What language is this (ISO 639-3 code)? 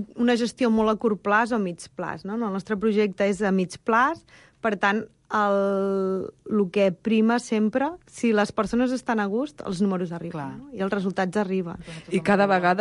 cat